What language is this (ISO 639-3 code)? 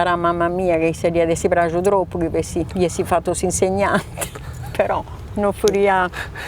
srd